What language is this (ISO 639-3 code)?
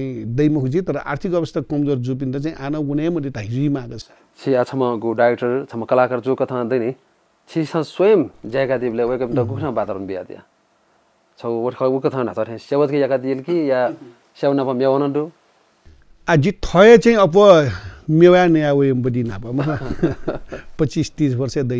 new